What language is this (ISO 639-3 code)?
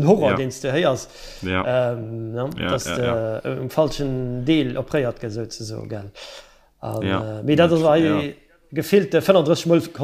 ltz